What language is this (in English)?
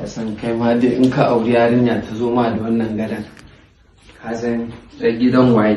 Hausa